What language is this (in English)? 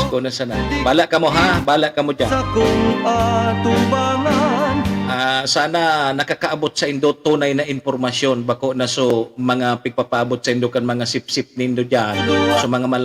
Bikol